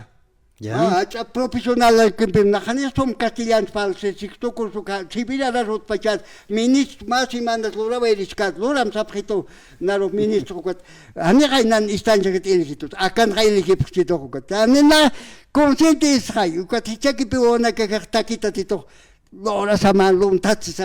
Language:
Aymara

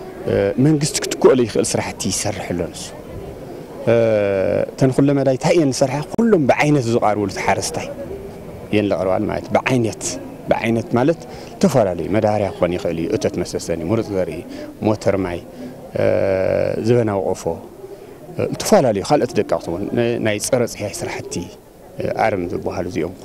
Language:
Tigrinya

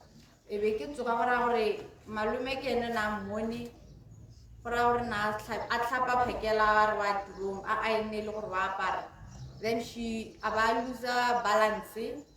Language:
Tswana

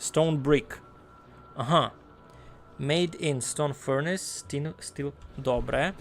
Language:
Rusyn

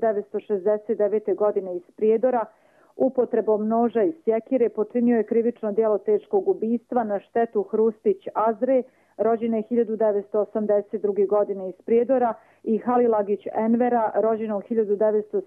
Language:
Serbian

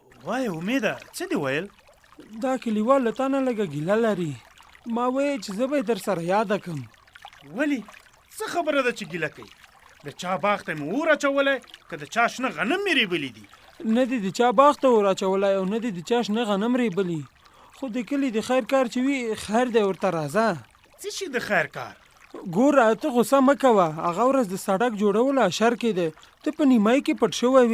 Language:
Pashto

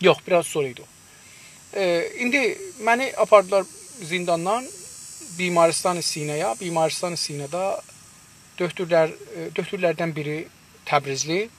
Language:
South Azerbaijani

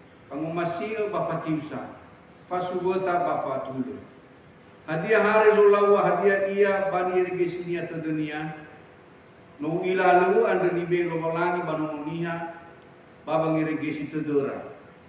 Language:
Nias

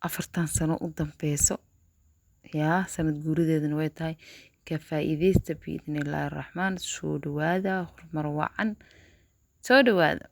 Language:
Somali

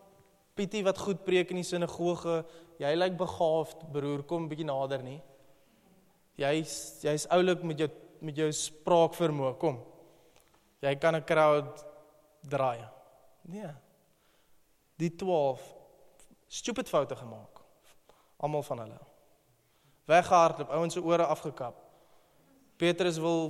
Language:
Afrikaans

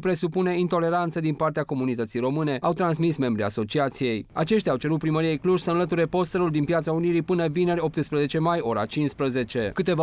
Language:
Romanian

